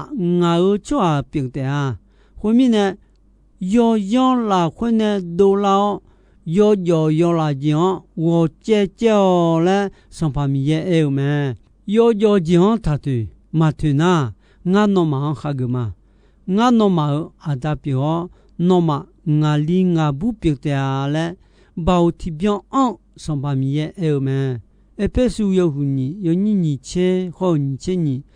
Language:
Akha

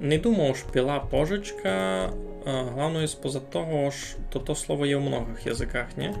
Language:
Rusyn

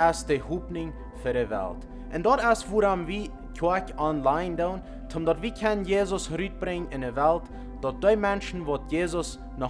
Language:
Plautdietsch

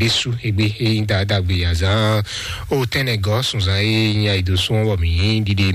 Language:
Fon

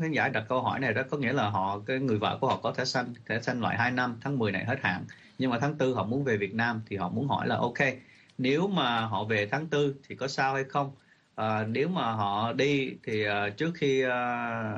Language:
Vietnamese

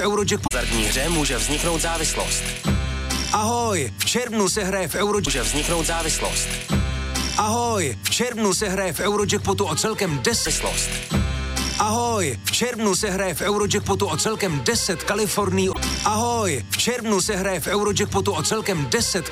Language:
Czech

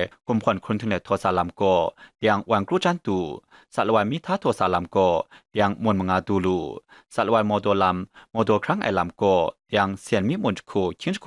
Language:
Kachin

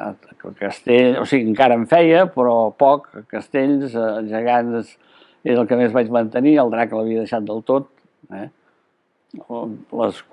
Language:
Catalan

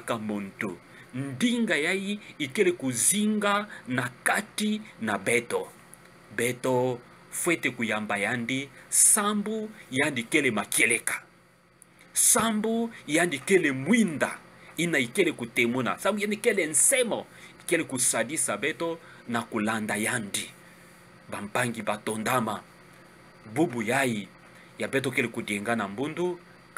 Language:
Kituba (Democratic Republic of Congo)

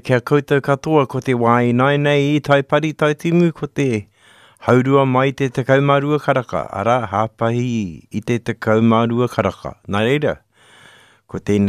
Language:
Māori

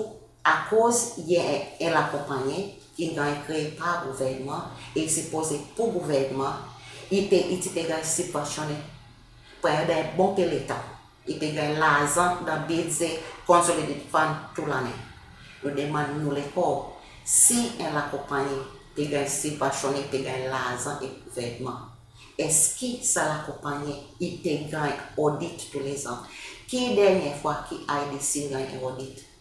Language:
Seselwa Creole French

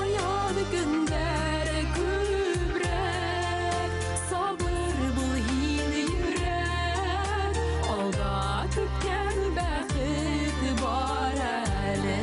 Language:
Bashkir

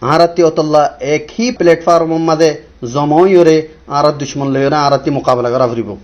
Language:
Rohingya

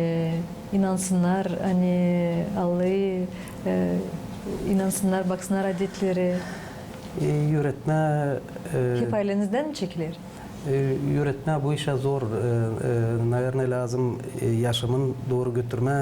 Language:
Gagauz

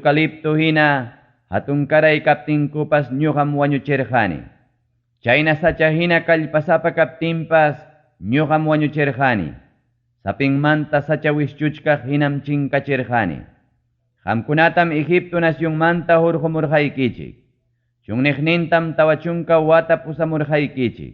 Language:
Ayacucho Quechua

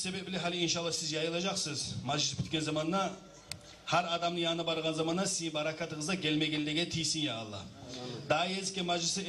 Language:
Kumyk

